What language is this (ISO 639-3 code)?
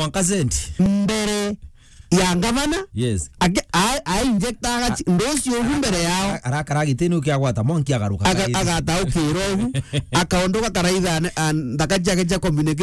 mer